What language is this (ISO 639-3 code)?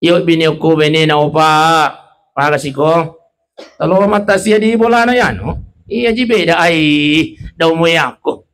bug